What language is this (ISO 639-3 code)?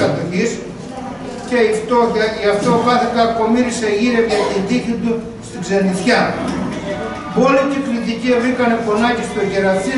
ell